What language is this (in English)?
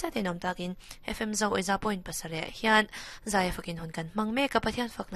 Mizo